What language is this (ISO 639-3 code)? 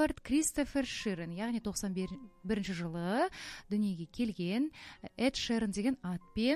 kaz